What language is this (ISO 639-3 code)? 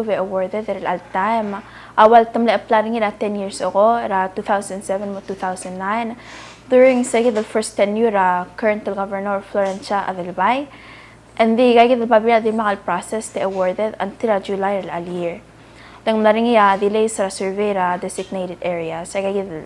pau